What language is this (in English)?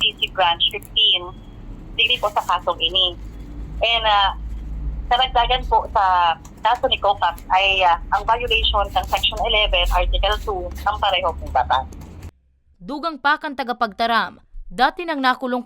Bikol